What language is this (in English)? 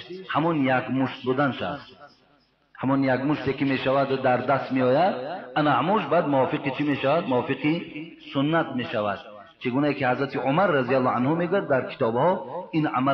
Tajik